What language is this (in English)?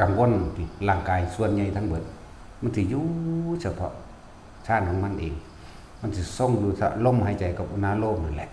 Northeastern Thai